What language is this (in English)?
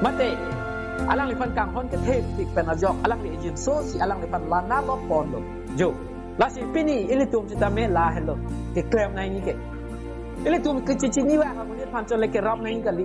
Karbi